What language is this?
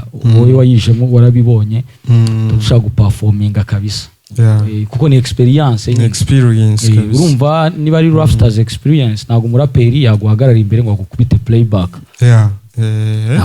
Kinyarwanda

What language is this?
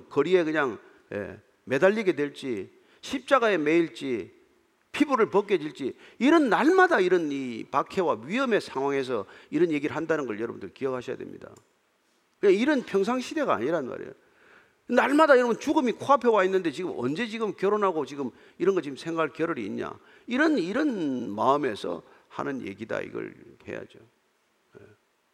Korean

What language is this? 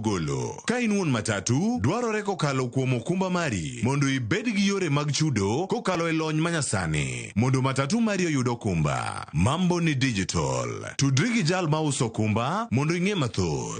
Luo (Kenya and Tanzania)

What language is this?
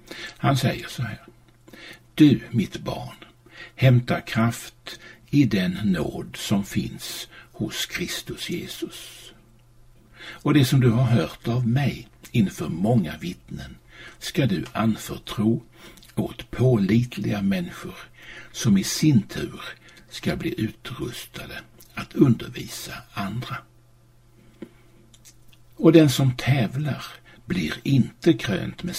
Swedish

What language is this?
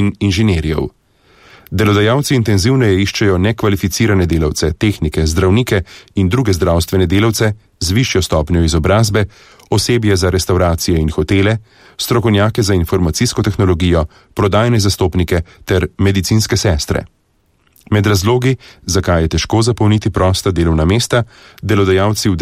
Slovenian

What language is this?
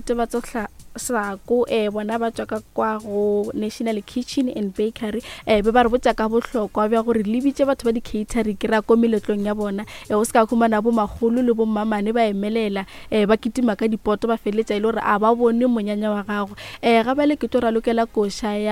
Northern Sotho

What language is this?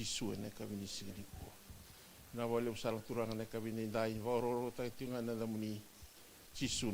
Fijian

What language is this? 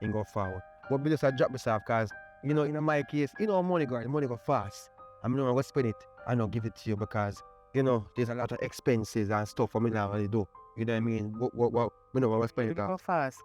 Jamaican Creole English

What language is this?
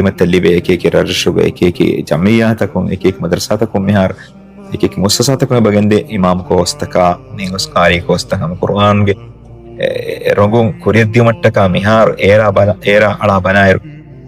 Divehi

